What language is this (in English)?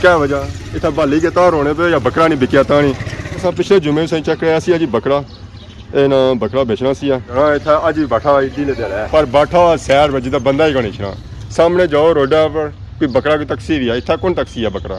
Pahari-Potwari